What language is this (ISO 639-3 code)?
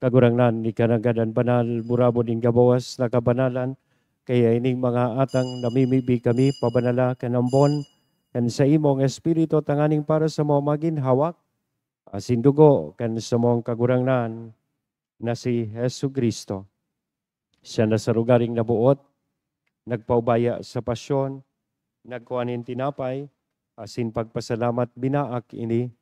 bik